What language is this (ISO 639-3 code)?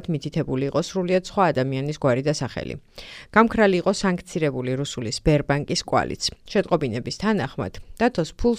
kat